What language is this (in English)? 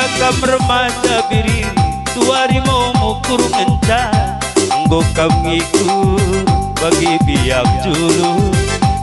Batak Karo